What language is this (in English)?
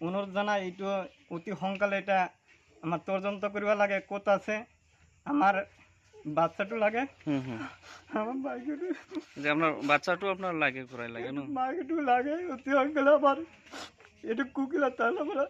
Assamese